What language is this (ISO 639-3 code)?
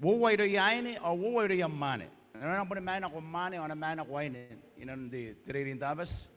gil